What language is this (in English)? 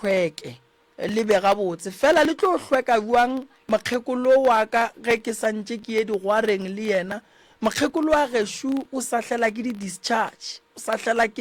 Northern Sotho